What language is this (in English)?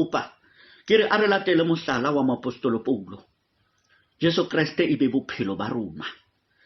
Southern Sotho